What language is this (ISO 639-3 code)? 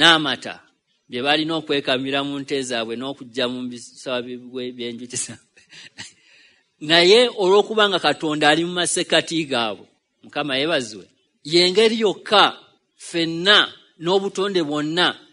lug